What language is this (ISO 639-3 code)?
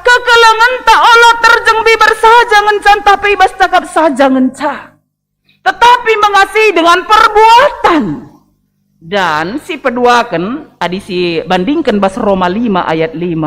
btx